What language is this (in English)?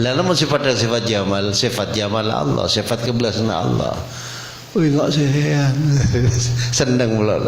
Madurese